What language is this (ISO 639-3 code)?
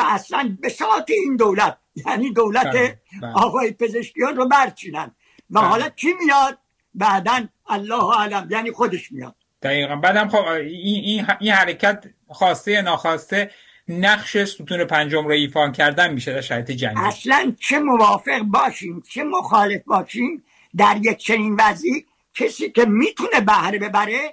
fas